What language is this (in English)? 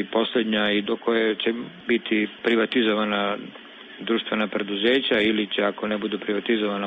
Serbian